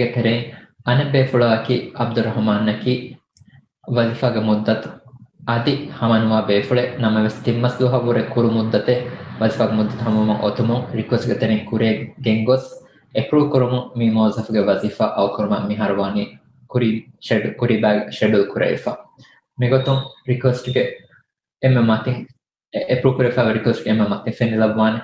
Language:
Divehi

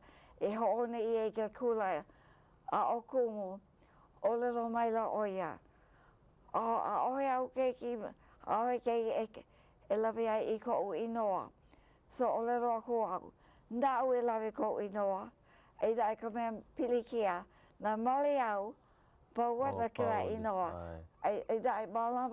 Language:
Hawaiian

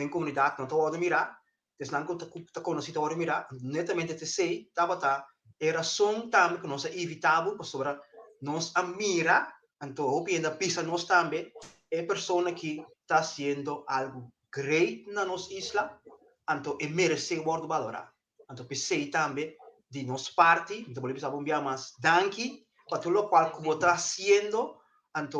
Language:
Papiamento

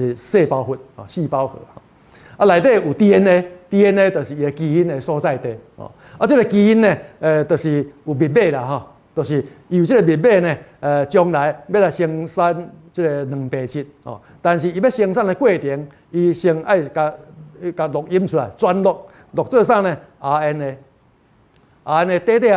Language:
Min Nan Chinese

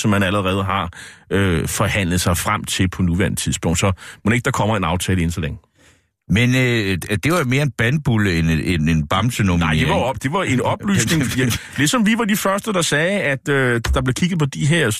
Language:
Danish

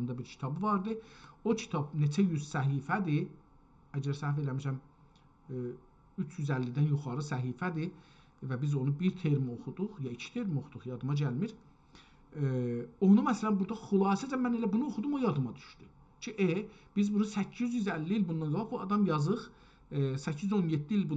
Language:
South Azerbaijani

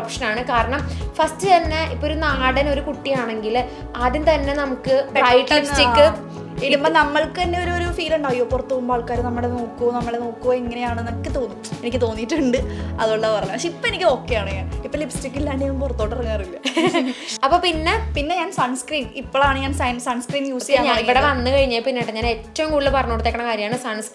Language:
Malayalam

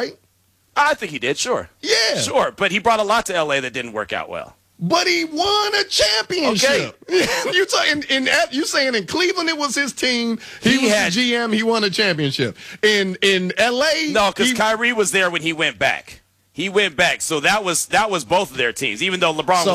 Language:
English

